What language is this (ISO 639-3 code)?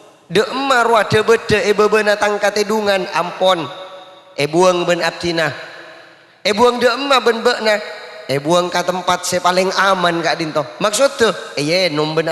mad